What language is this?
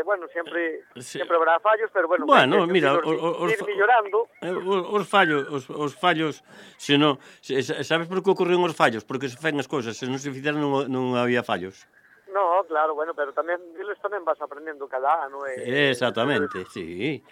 Galician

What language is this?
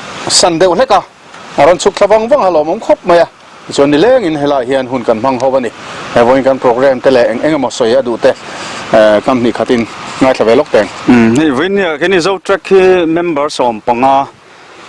Mizo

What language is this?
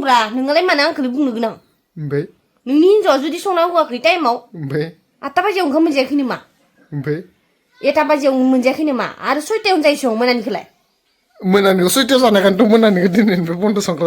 Bodo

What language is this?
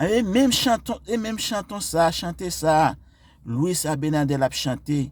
Haitian Creole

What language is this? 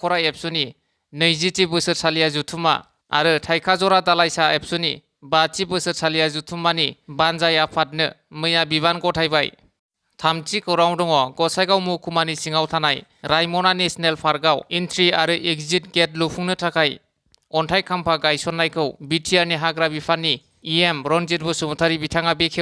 Bodo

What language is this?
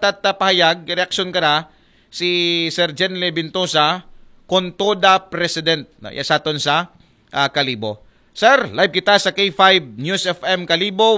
Aklanon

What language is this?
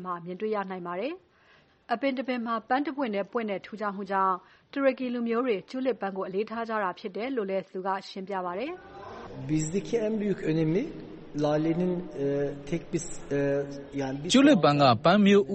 Burmese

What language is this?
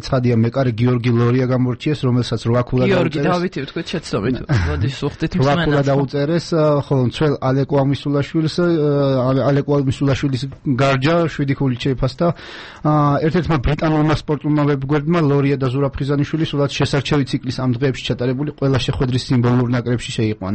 Georgian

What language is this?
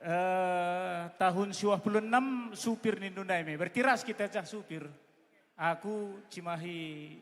Batak Karo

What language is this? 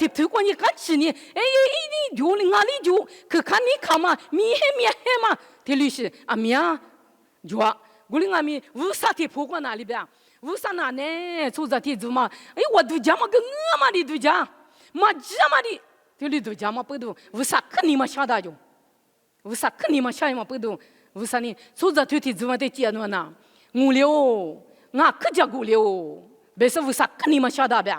Lisu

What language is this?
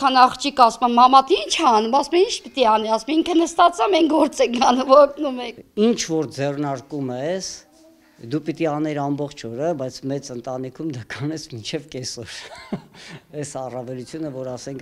Armenian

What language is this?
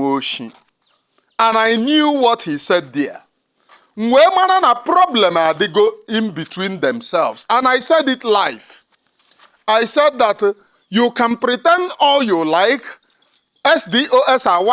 Igbo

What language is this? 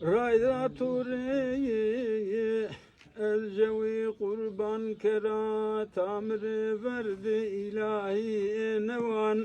Zaza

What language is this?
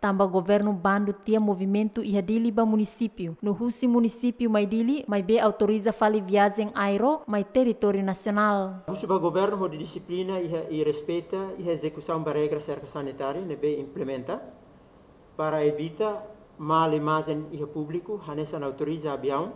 Tetum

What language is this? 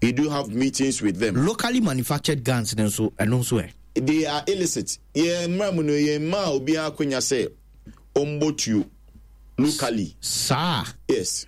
Akan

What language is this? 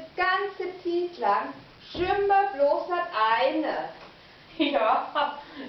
Low German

